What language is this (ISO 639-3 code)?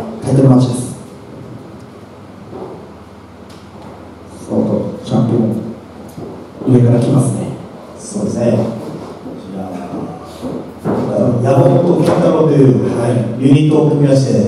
jpn